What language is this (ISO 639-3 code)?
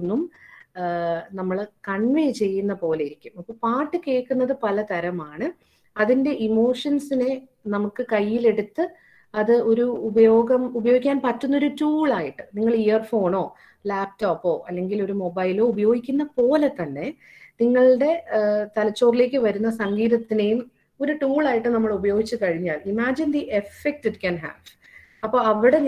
mal